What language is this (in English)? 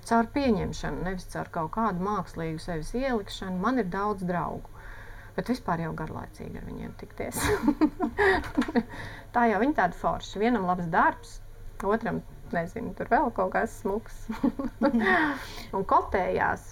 Latvian